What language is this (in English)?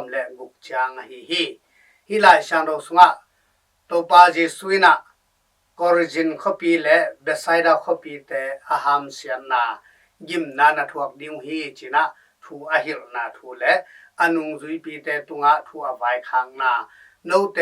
Tedim Chin